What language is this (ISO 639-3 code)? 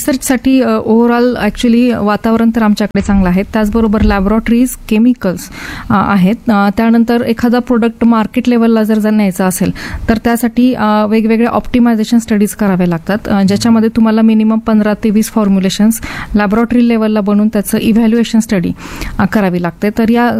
mar